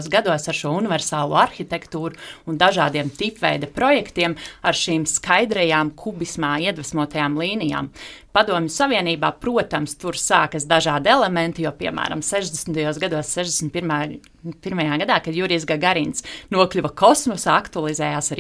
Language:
Latvian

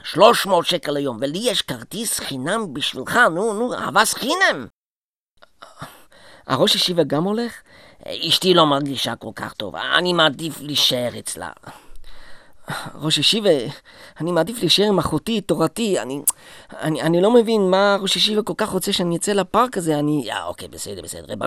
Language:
Hebrew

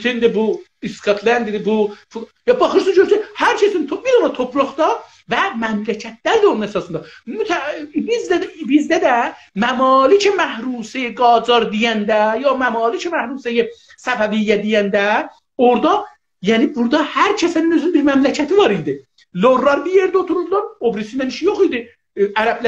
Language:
South Azerbaijani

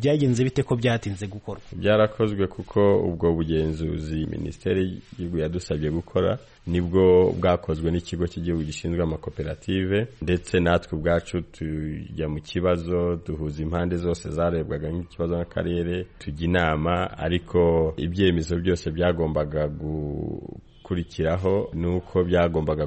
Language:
Kinyarwanda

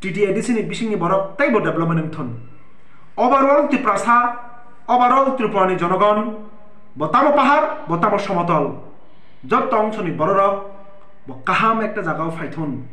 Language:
Kok Borok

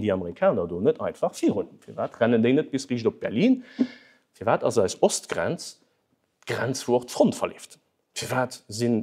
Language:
Luxembourgish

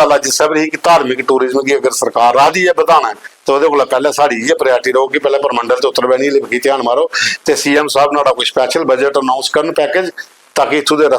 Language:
Dogri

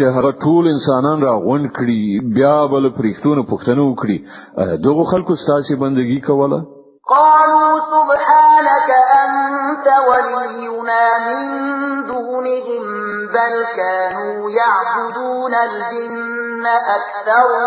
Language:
Pashto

